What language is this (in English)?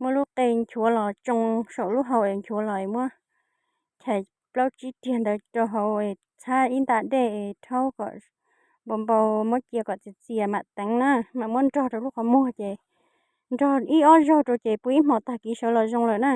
Hmong